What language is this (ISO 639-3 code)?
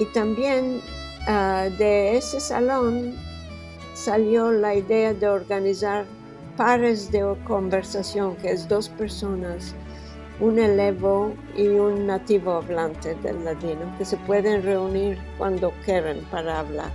lad